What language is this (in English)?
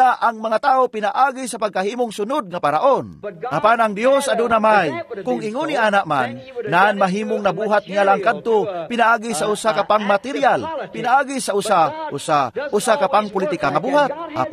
Cebuano